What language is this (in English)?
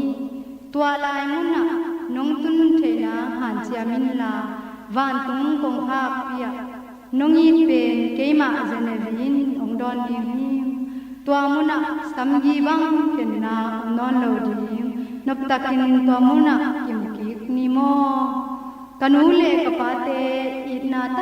Tedim Chin